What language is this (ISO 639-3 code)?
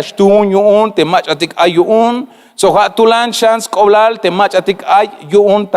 tzh